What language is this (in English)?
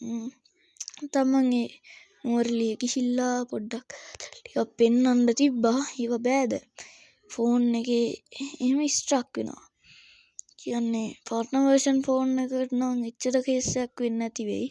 Sinhala